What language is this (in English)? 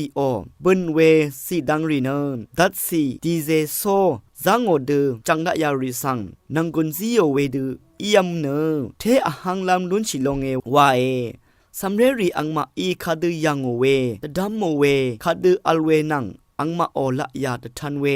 Rawang